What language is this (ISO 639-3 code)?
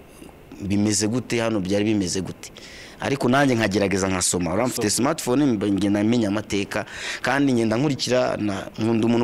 kin